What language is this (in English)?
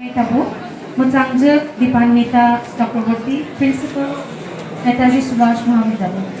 Kok Borok